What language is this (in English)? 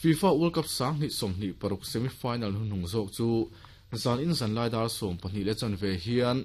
Mizo